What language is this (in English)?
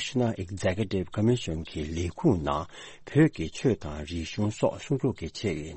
Tibetan